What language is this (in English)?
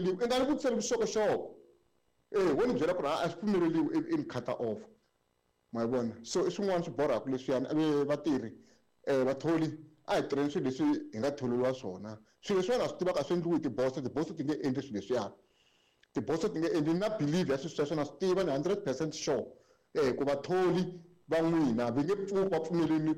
Tsonga